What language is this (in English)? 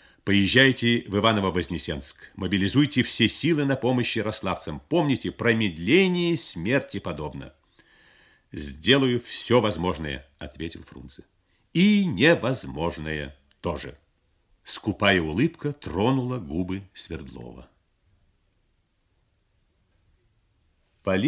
Russian